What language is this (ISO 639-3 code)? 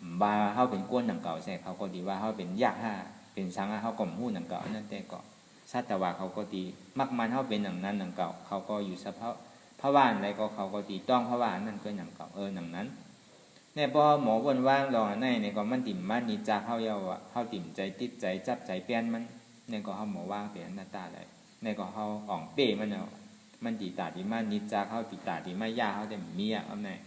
shn